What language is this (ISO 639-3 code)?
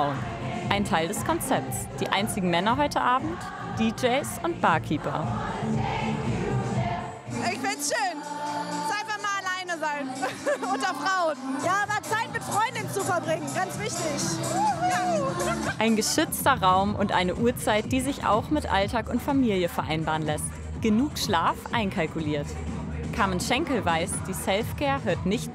deu